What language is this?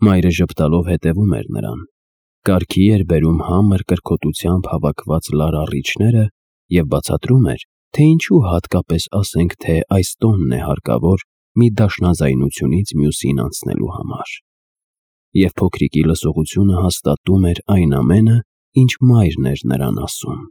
Armenian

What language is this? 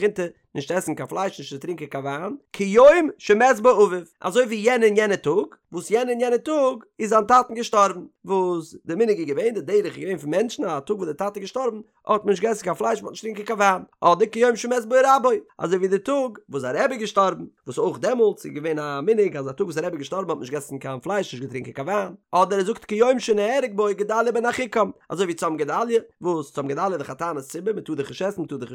Yiddish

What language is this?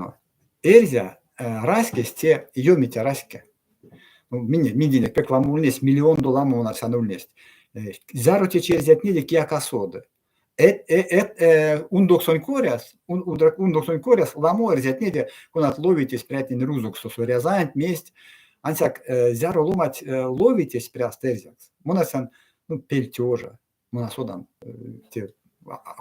Erzya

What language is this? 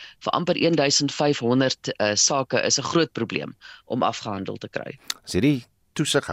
Afrikaans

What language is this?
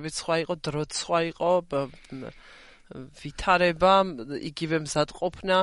Georgian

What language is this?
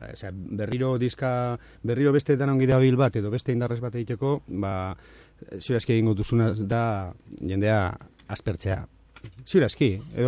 Basque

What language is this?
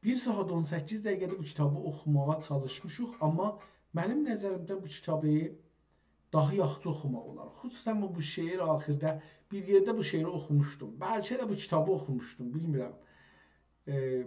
South Azerbaijani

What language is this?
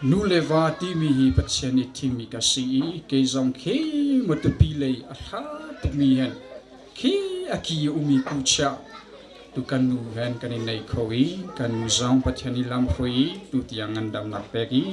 Hakha Chin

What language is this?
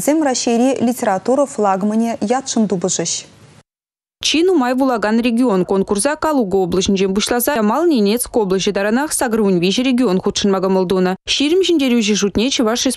Chuvash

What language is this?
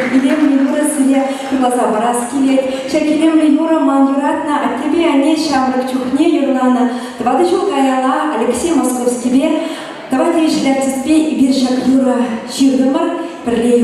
Chuvash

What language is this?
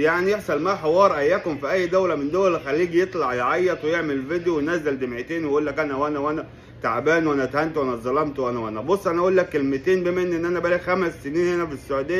Egyptian Arabic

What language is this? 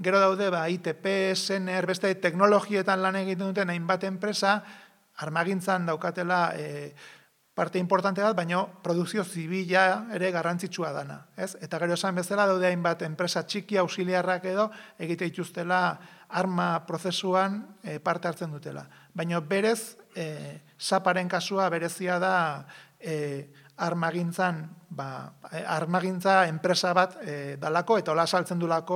Basque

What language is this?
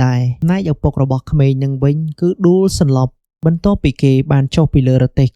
Khmer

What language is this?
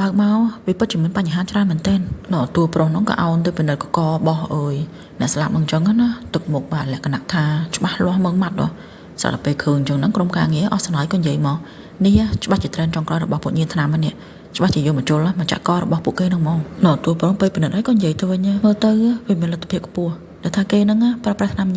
Khmer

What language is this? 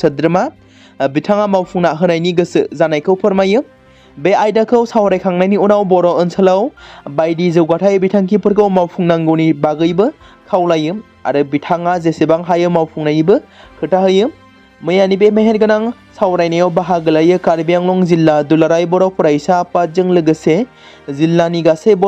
Bodo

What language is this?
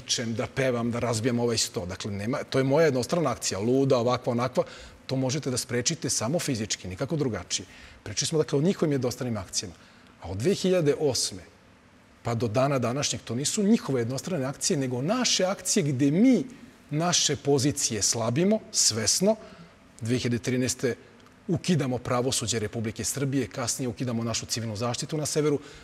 Serbian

